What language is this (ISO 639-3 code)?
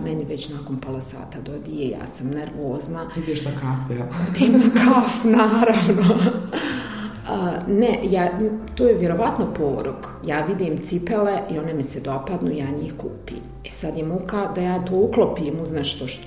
bos